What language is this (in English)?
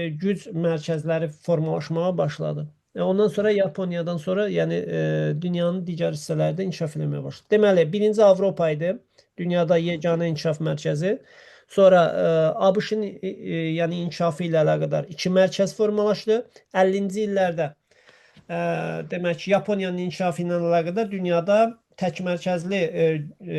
Azerbaijani